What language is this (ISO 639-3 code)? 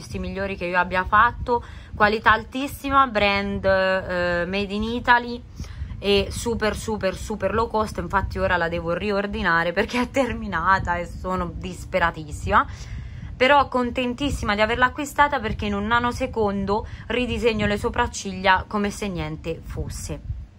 ita